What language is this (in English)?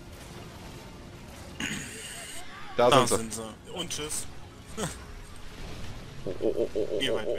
German